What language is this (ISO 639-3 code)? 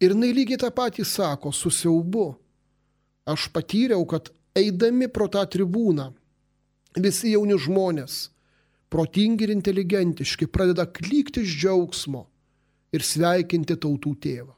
lit